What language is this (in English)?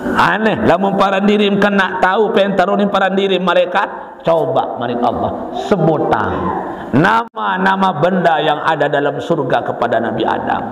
Sasak